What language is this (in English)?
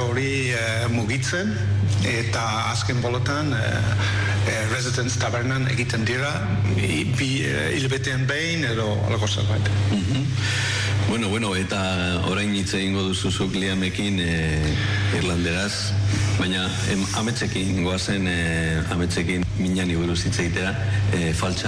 Basque